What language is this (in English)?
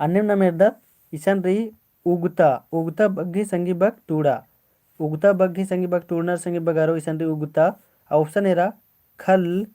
Kurukh